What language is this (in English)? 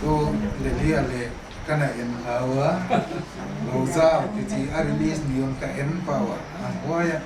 Paite Chin